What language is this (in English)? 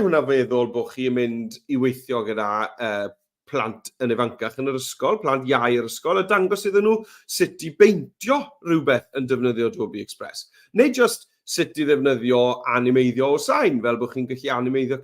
Welsh